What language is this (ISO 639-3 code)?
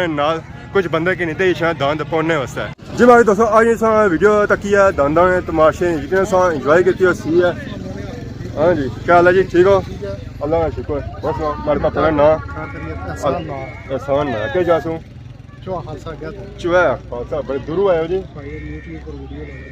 phr